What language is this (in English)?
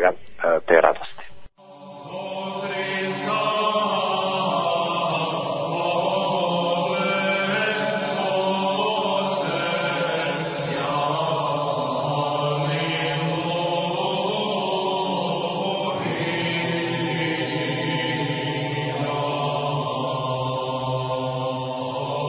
Croatian